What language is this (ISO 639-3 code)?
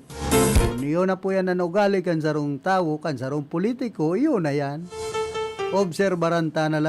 bik